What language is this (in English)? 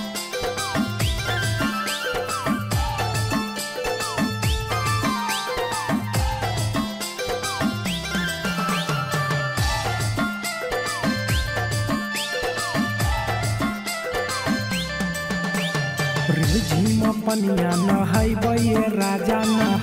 Bhojpuri